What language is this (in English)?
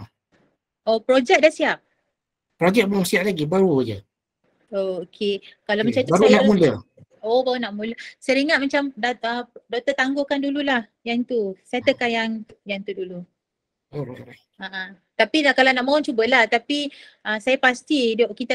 Malay